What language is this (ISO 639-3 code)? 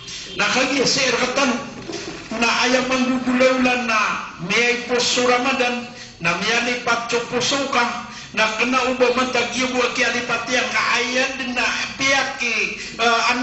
mrw